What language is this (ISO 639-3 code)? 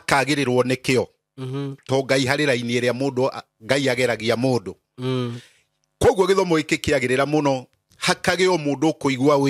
kik